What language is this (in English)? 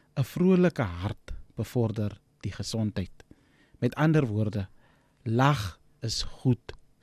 Afrikaans